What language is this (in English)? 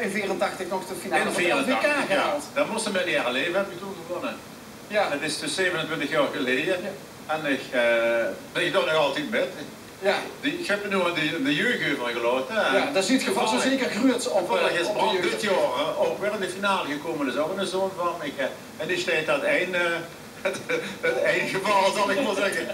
Limburgish